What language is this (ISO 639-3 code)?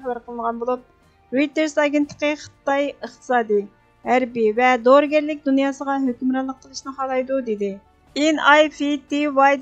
uig